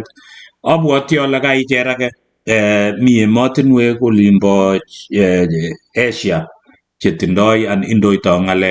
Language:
Kalenjin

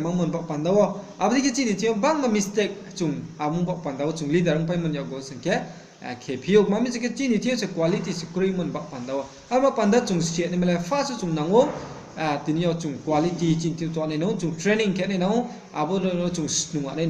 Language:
Riang (India)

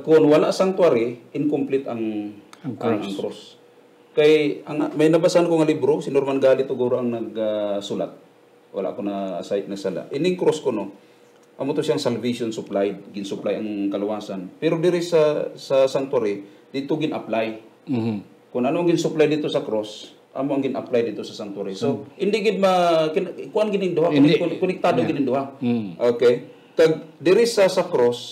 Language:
Hiligaynon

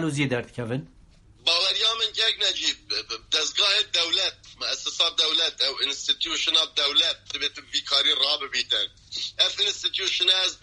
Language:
Kurdish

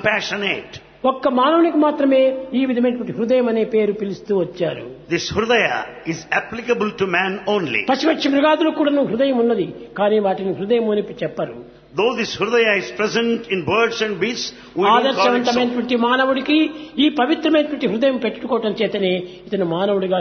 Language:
Telugu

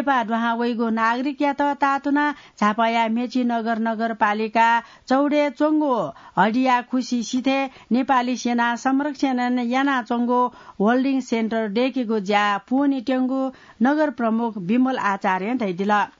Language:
Newari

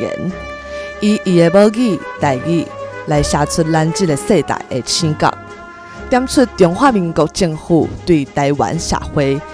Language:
Min Nan Chinese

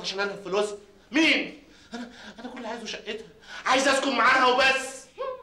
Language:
Egyptian Arabic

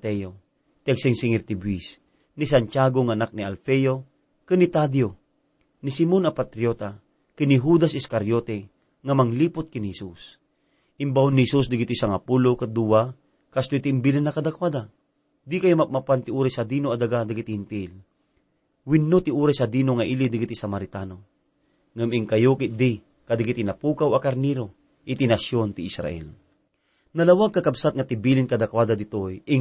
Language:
Iloko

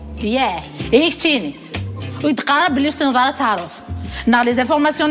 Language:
Kabyle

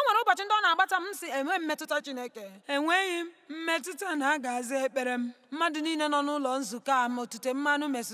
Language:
Igbo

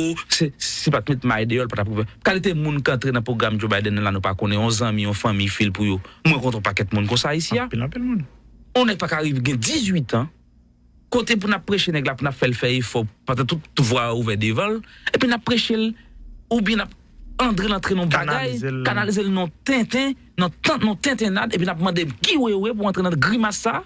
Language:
Haitian Creole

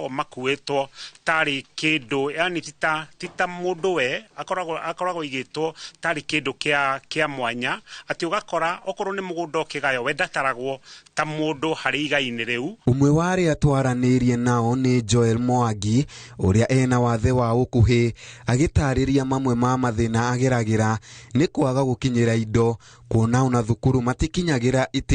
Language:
Kikuyu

